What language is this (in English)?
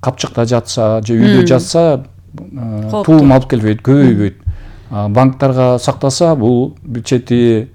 Kyrgyz